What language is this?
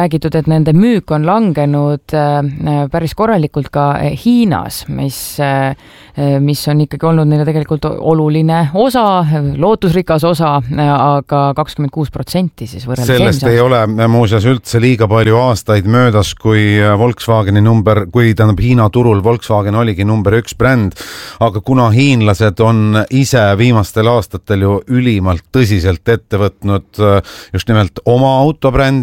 Estonian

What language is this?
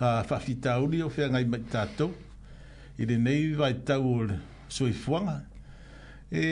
Samoan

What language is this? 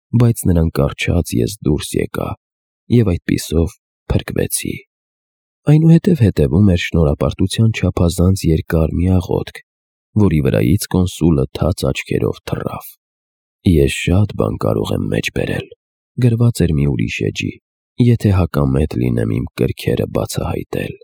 Armenian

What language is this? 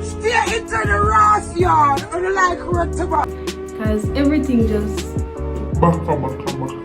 Jamaican Creole English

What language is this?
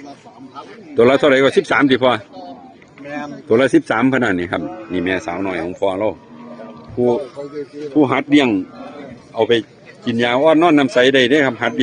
Northeastern Thai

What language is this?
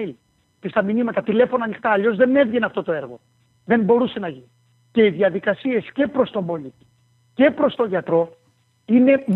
Greek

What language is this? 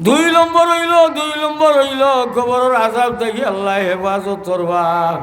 Sylheti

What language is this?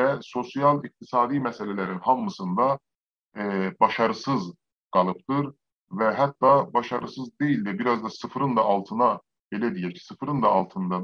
South Azerbaijani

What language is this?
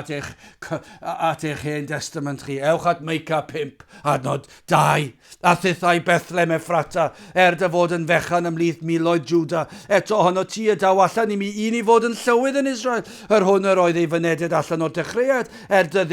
Welsh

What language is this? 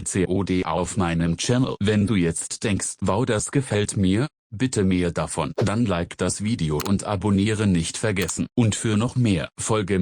Swiss German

